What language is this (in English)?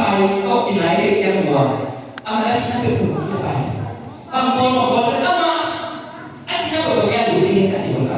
Tedim Chin